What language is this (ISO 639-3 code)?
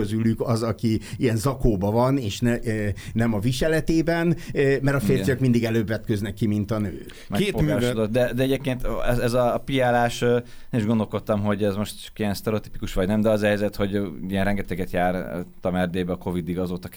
hun